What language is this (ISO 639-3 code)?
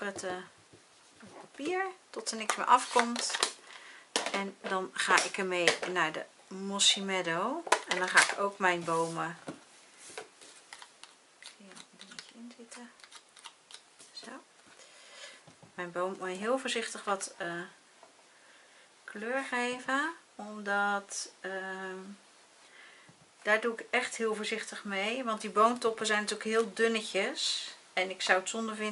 nld